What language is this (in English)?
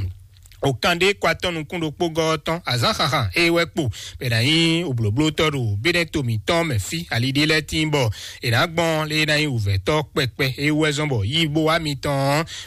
Fon